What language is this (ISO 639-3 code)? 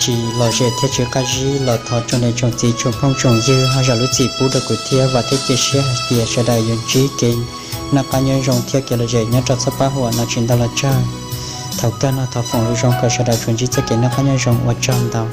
hmn